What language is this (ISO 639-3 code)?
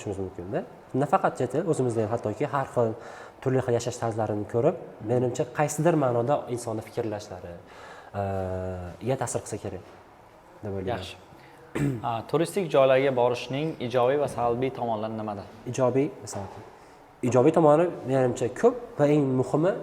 uzb